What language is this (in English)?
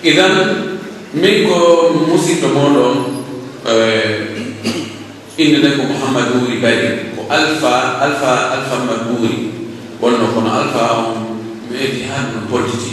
Pular